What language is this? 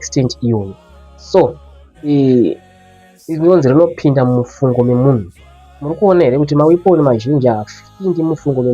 Shona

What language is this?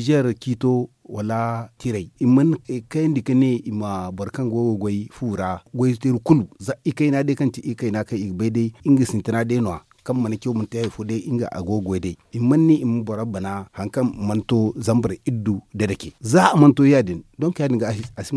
Zarma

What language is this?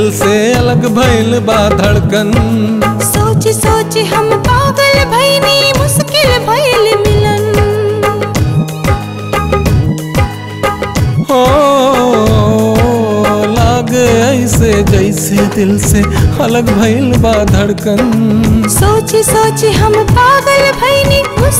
Bhojpuri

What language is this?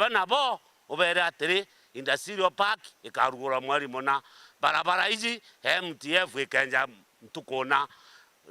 Meru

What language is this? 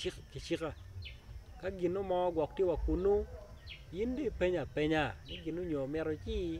Acoli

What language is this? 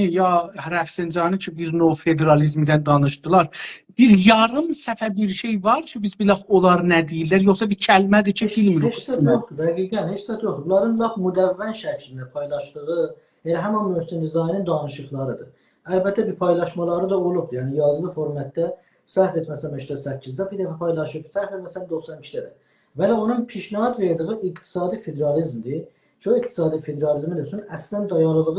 South Azerbaijani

